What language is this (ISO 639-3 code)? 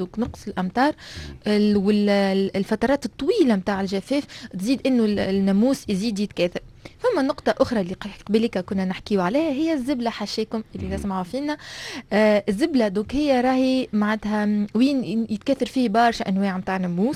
aeb